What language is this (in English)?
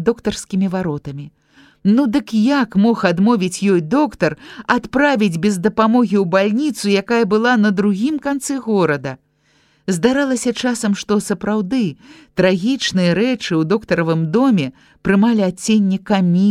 Belarusian